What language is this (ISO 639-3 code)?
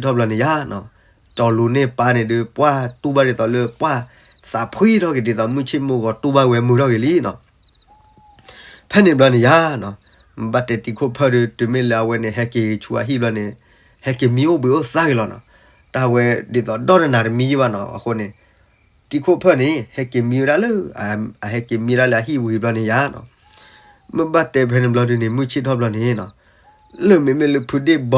ksw